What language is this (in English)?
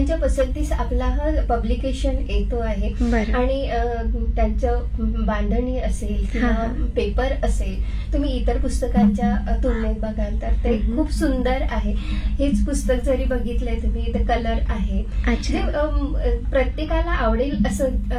Marathi